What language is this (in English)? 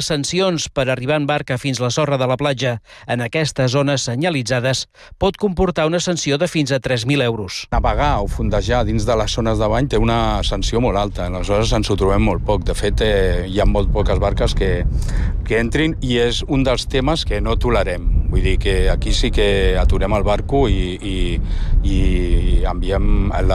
Catalan